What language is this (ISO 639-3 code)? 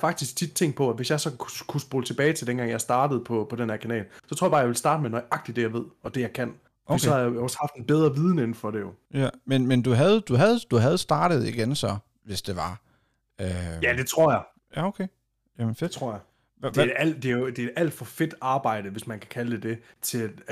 dan